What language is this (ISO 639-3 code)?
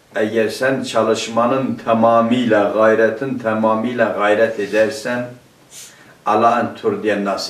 tur